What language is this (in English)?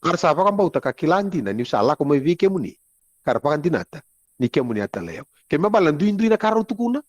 Fijian